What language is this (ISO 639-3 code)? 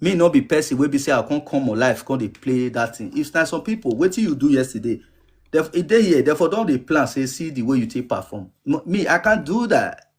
pcm